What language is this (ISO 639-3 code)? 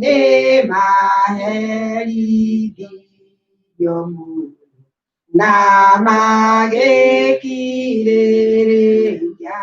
kik